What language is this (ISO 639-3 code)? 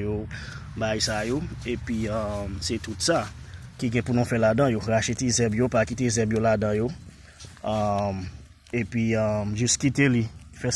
hat